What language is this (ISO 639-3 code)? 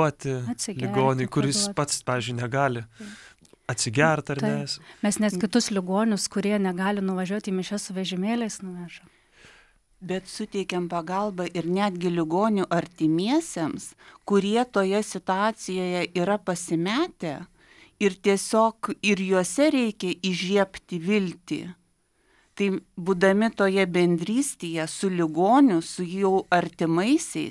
lit